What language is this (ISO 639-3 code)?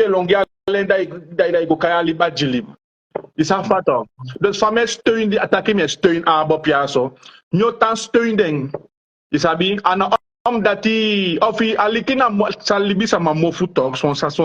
srn